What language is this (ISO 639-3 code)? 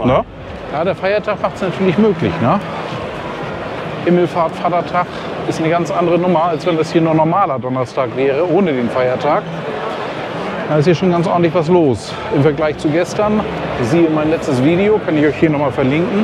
deu